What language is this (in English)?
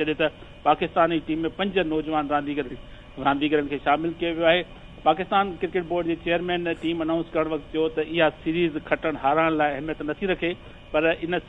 Sindhi